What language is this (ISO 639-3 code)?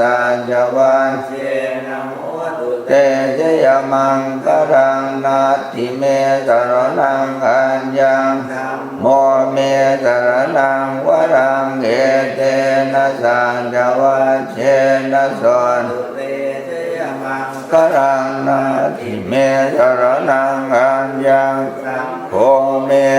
pli